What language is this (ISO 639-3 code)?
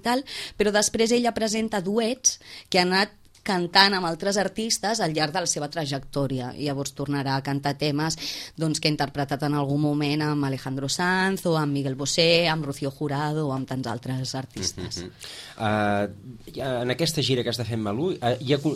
cat